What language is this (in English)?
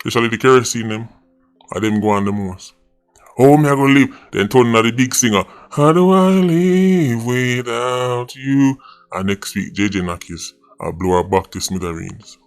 Jamaican Creole English